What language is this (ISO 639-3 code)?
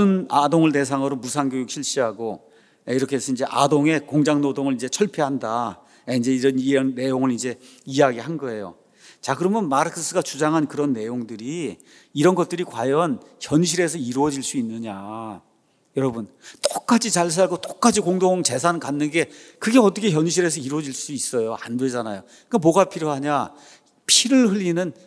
kor